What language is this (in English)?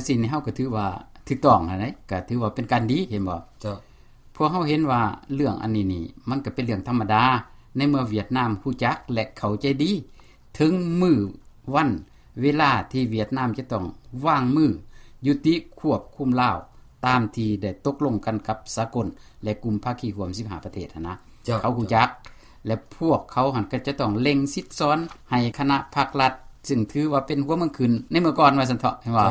Lao